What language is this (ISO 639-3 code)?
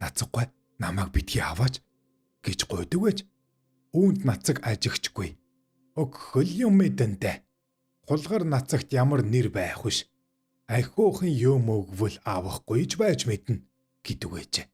mon